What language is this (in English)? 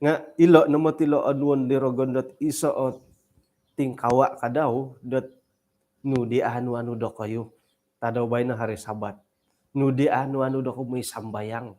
Central Dusun